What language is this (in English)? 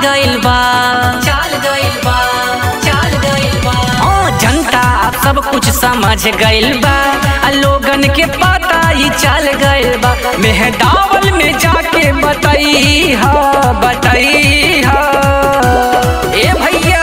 Bhojpuri